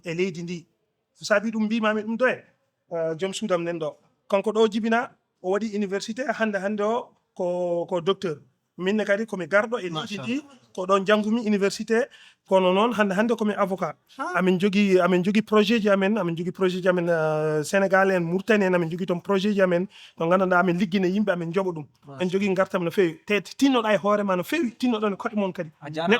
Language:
Fula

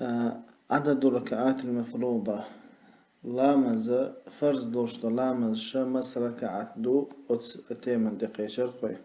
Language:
Chechen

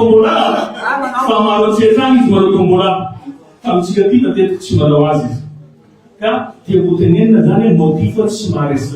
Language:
Malagasy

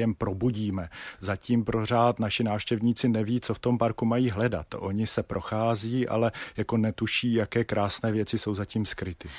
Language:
Czech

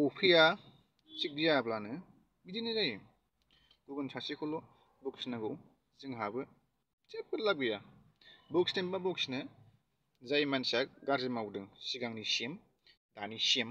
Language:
Bodo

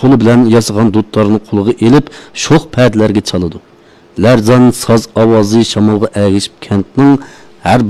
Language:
Uyghur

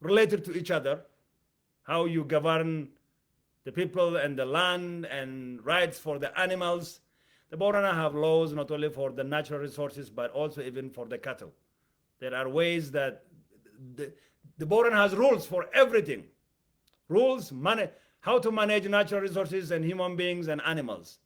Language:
English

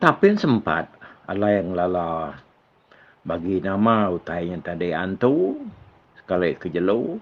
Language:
Iban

